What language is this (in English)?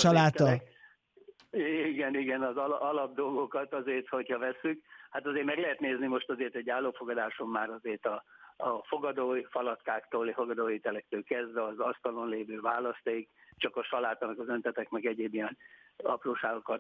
Hungarian